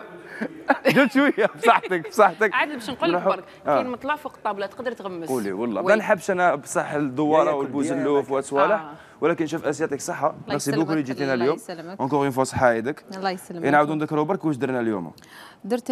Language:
Algerian Arabic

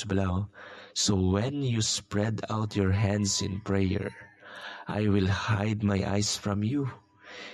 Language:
Hiligaynon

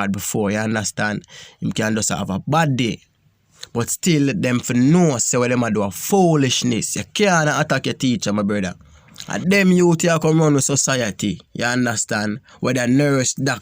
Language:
Jamaican Creole English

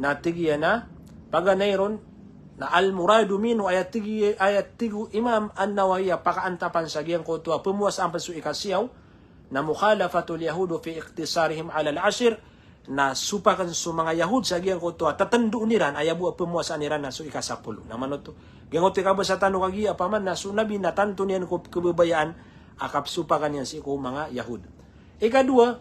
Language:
Maranao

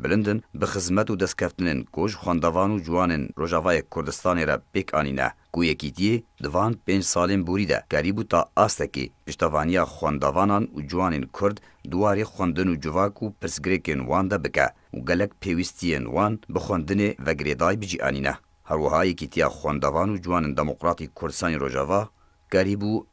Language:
Kurdish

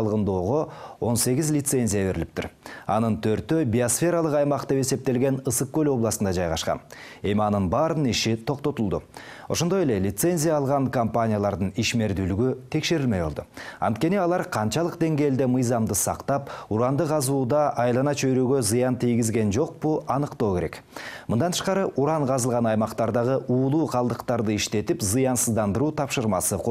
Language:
Kyrgyz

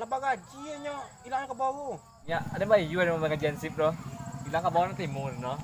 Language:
Minangkabau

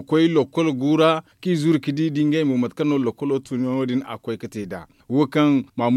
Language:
Zarma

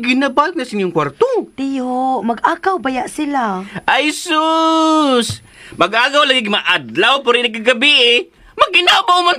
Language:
Cebuano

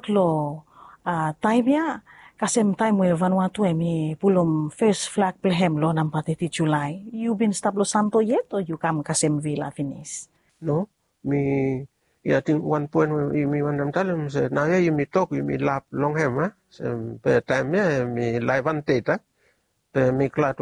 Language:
Bislama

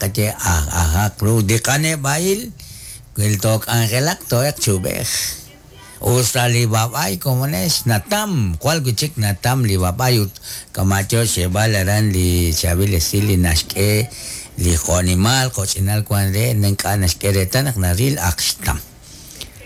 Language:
Kekchí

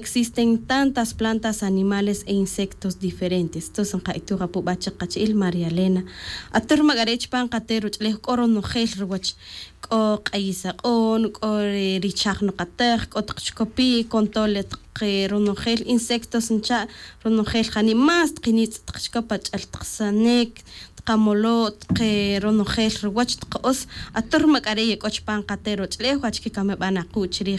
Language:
Tz'utujil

